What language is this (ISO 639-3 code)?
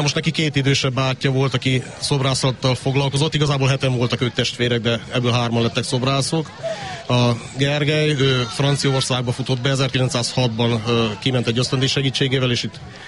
hun